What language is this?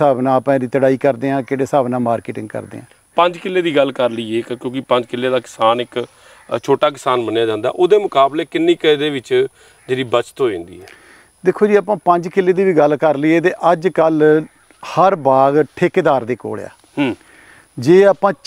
Punjabi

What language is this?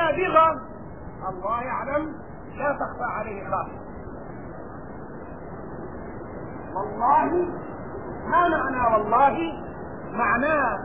Arabic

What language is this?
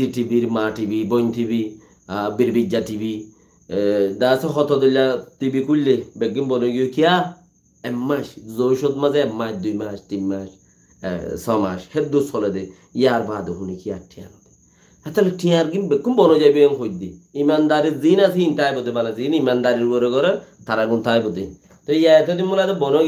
Rohingya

